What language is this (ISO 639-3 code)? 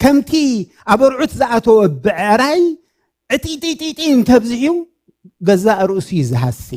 tir